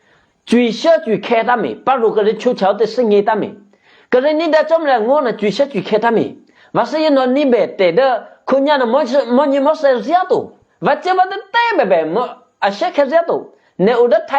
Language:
Eastern Kayah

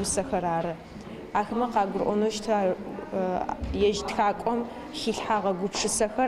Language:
Adyghe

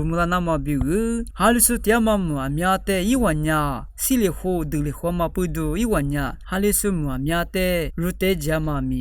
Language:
Lisu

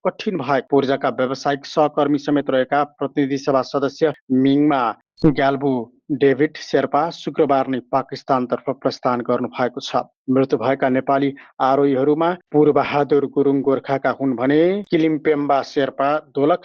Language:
Nepali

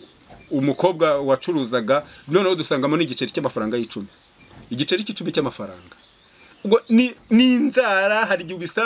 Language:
Kinyarwanda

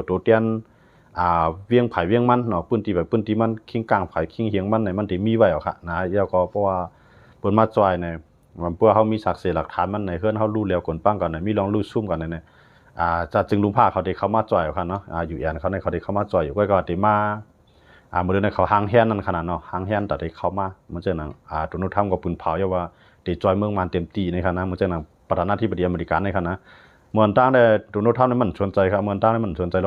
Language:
Shan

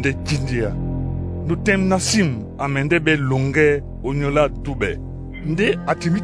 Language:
Duala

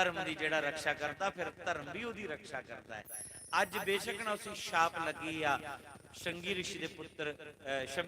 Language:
Dogri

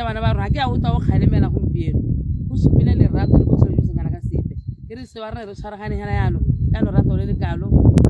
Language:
Tswana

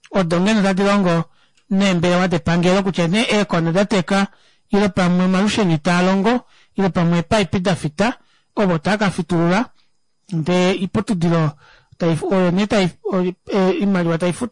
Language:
Kuanyama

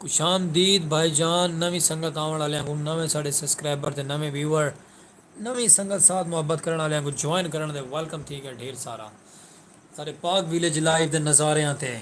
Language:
Saraiki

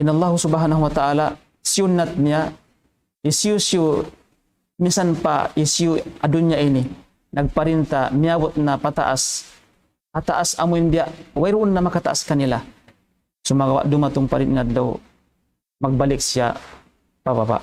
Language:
Tausug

